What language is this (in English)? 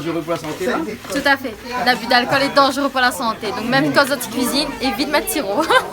Réunion Creole French